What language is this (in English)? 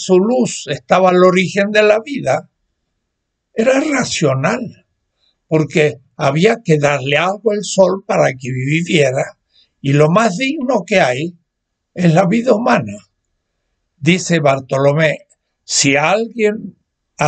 Spanish